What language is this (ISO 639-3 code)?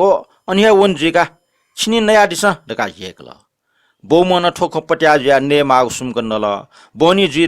new